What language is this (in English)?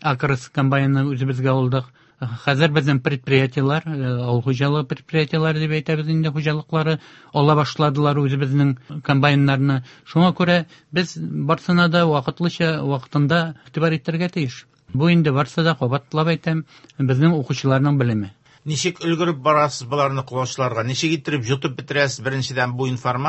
Tatar